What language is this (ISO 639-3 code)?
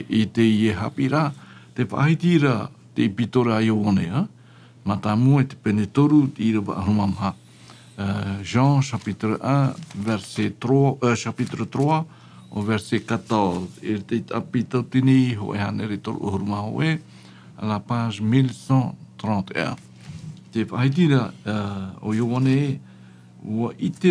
tah